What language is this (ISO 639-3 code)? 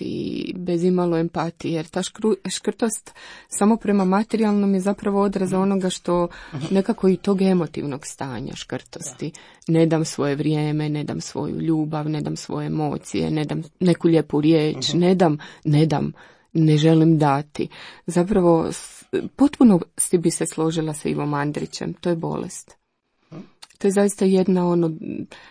hrv